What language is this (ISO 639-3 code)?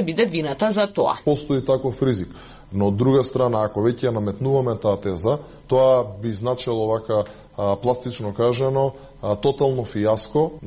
mkd